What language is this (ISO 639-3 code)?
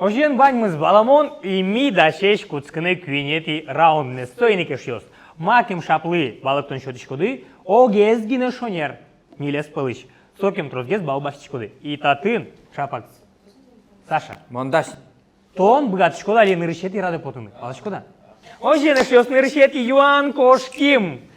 udm